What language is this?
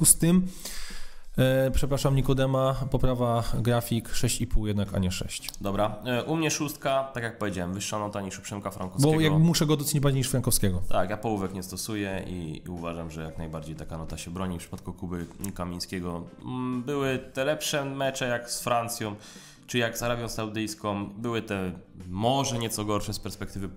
Polish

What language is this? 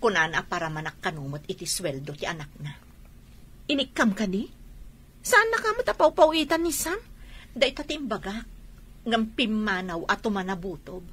Iloko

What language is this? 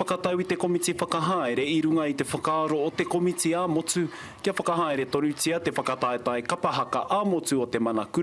Māori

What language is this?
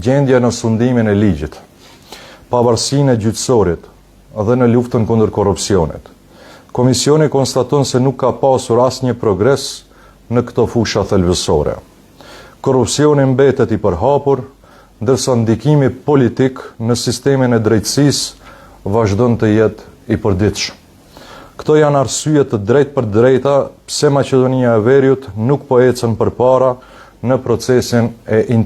Albanian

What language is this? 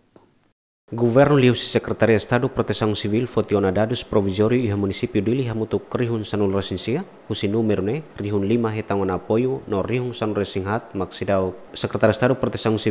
Tetum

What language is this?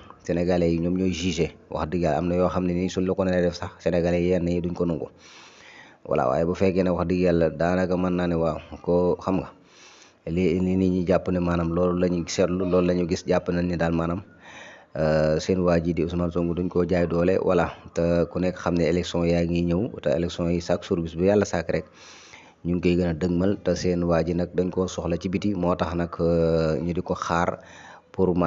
Wolof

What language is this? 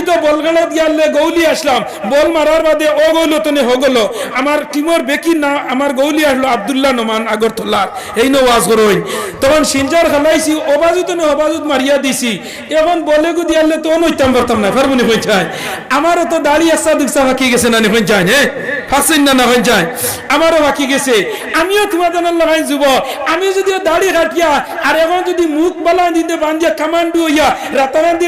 Sylheti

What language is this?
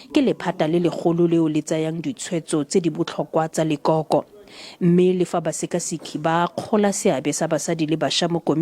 Tswana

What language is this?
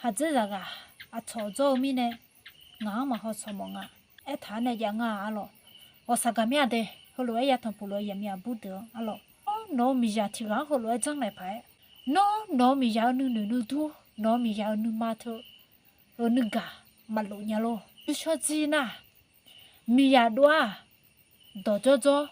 Akha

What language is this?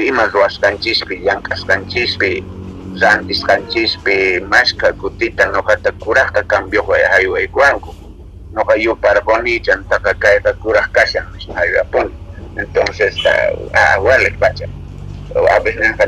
South Bolivian Quechua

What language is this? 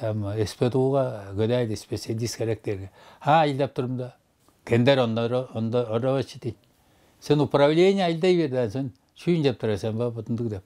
Tuvinian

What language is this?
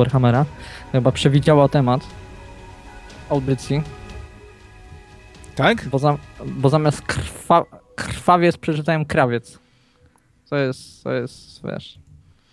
Polish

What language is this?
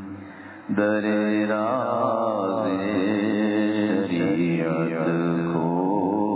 Urdu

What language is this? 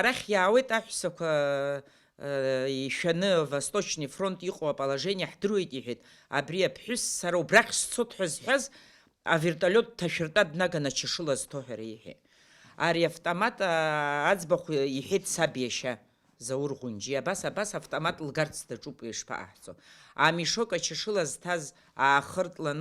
Abkhazian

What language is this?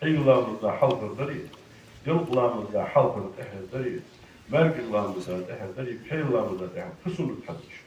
Ingush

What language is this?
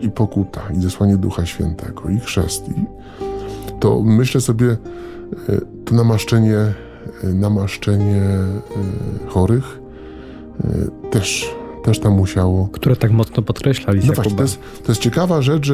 Polish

